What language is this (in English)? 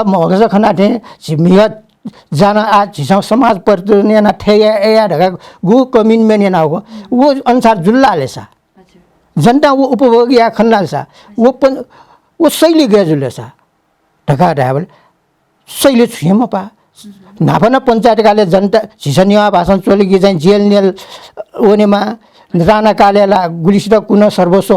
Newari